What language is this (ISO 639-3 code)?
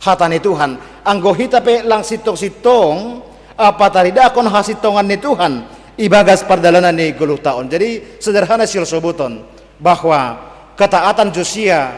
bts